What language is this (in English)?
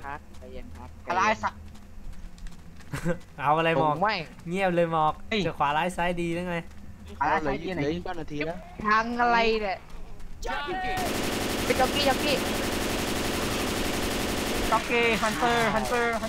Thai